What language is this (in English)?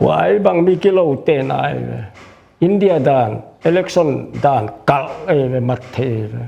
Paite Chin